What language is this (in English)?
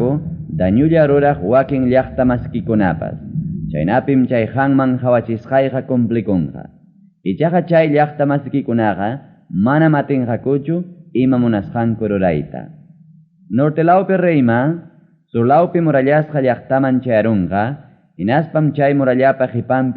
Ayacucho Quechua